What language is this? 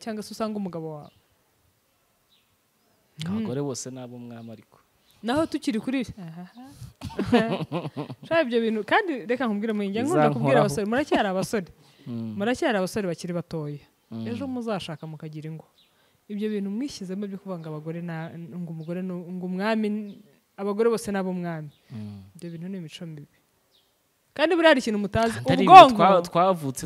Kinyarwanda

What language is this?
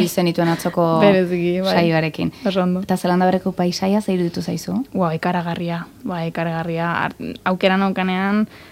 Basque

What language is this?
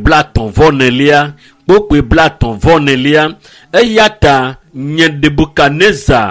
Ewe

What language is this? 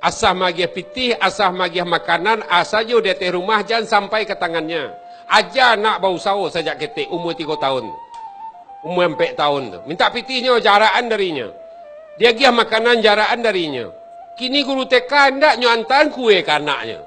Minangkabau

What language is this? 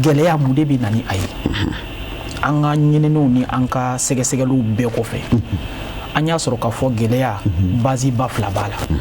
Bambara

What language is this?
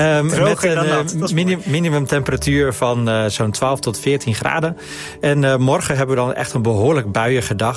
Dutch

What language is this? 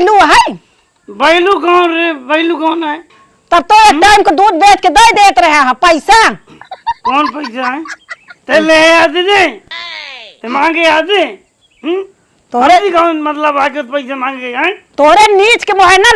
Awadhi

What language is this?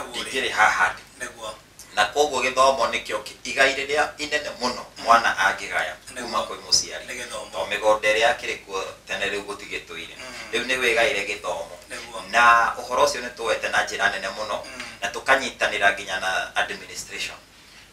Kikuyu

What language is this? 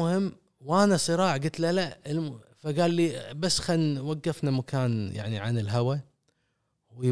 Gulf Arabic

